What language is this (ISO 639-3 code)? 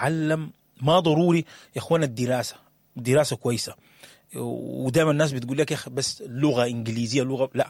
apd